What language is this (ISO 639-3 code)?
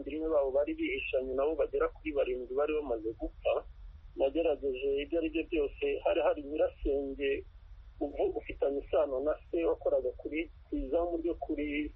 kin